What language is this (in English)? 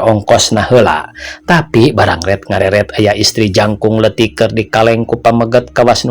Sundanese